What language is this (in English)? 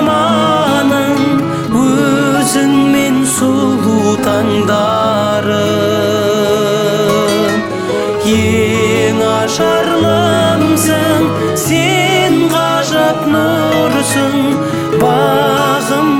Kazakh